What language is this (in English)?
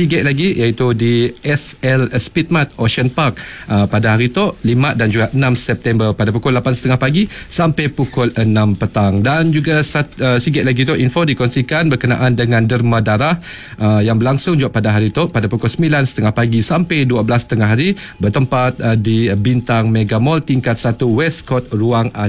Iban